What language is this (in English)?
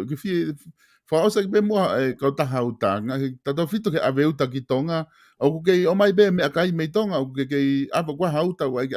Tongan